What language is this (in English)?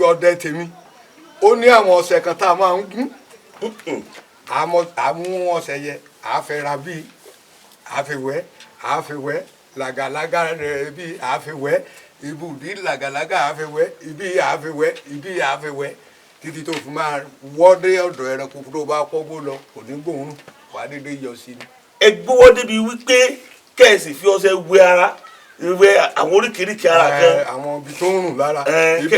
Yoruba